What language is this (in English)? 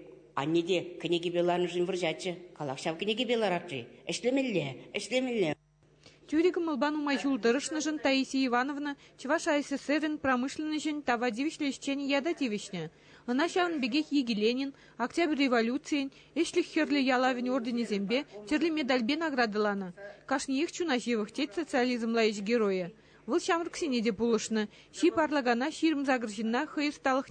Chuvash